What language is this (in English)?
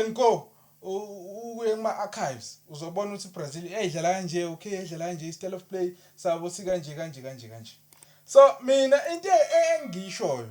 Zulu